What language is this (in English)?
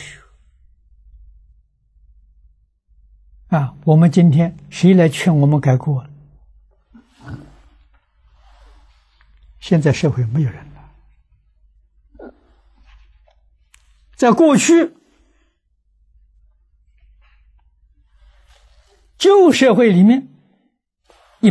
Chinese